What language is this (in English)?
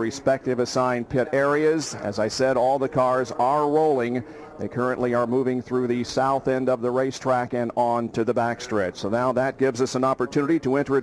English